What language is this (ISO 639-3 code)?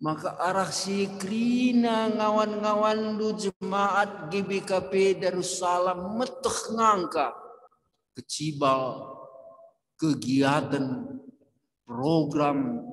btx